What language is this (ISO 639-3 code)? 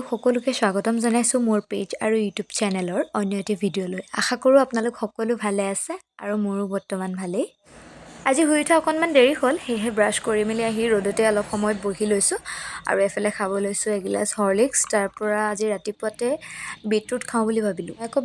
asm